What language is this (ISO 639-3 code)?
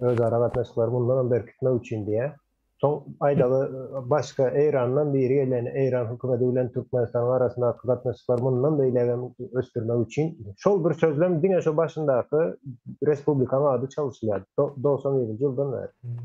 tuk